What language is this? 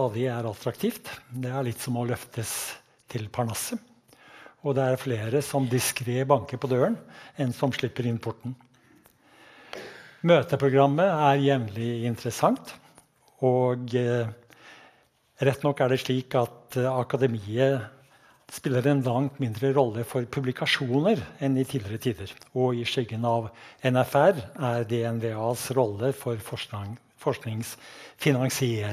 Norwegian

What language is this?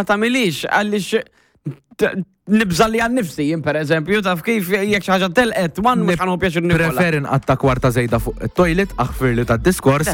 Maltese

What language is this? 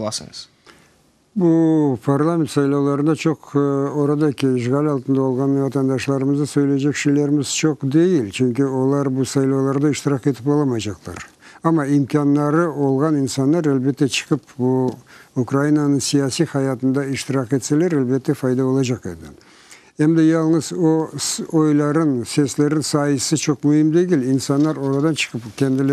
Crimean Tatar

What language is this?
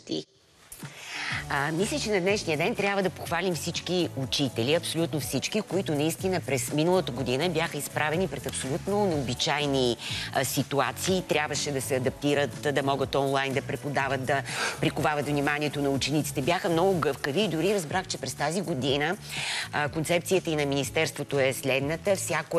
Bulgarian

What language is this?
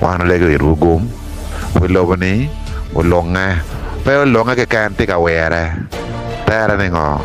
Acoli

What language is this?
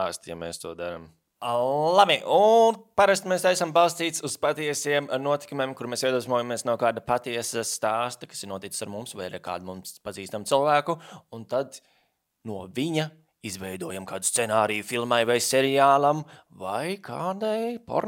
Latvian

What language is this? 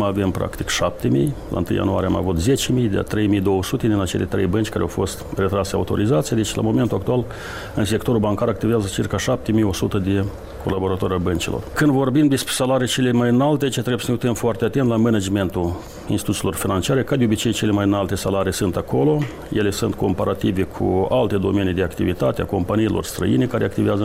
Romanian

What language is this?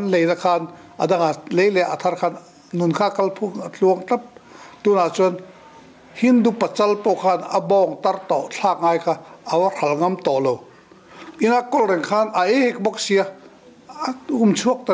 Mizo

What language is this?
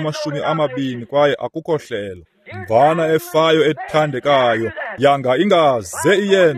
Xhosa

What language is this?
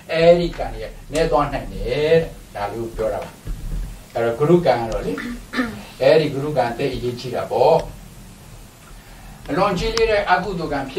Burmese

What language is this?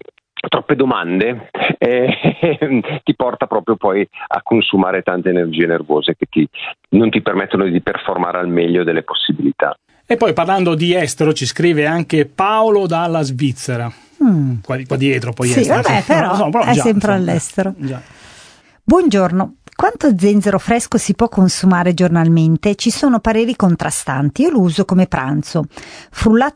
Italian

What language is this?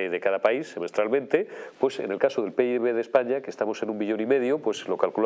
Spanish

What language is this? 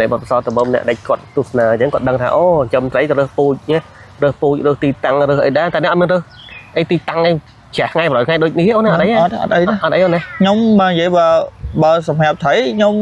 Khmer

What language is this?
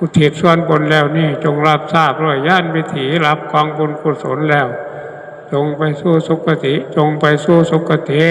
Northeastern Thai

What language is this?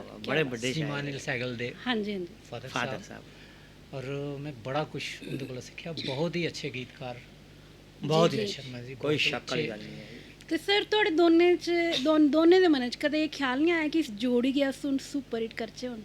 Dogri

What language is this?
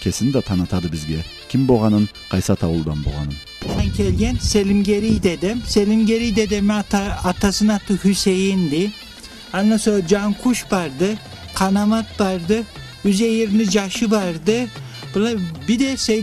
Karachay-Balkar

